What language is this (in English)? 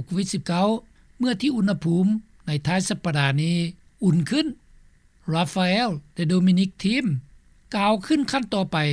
Lao